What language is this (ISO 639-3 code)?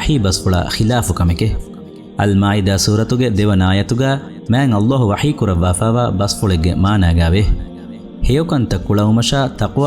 div